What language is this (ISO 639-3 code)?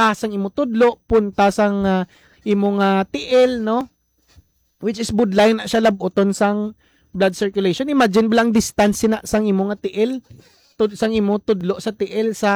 hil